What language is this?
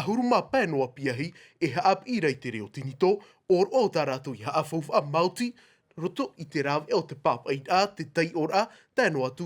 Tahitian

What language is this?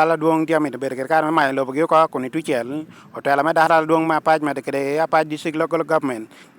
Acoli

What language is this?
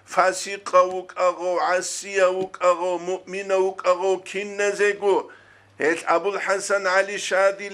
Avaric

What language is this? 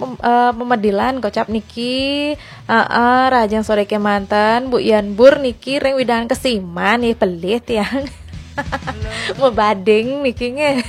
Balinese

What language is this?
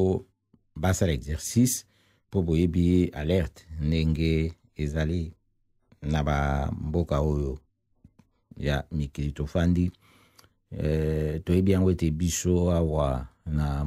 Lingala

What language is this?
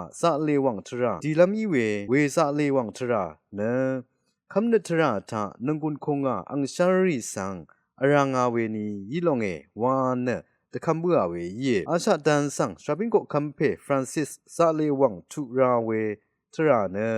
Rawang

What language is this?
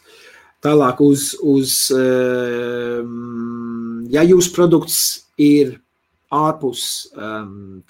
Latvian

